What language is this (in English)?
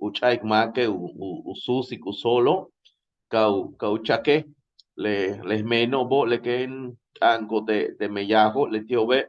Yucateco